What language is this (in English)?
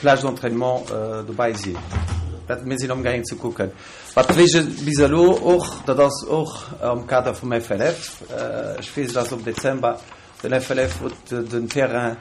Luxembourgish